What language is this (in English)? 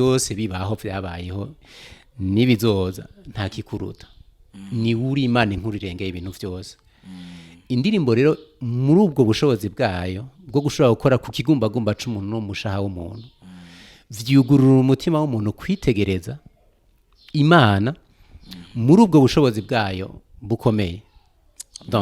Rundi